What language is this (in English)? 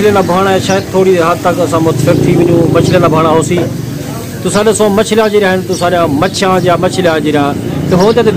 Saraiki